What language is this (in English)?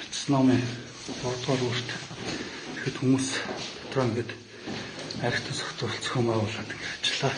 Mongolian